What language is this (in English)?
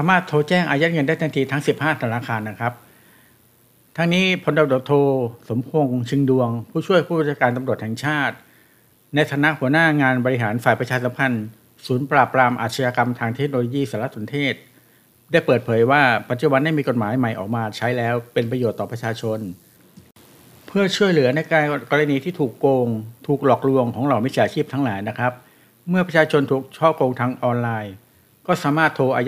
Thai